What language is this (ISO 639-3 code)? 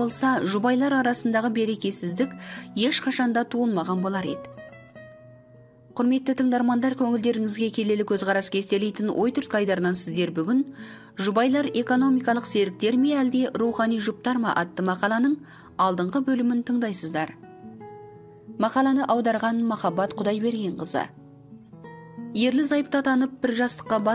kaz